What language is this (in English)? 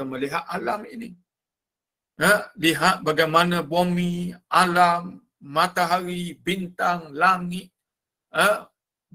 Malay